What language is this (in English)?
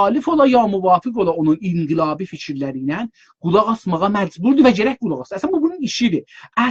South Azerbaijani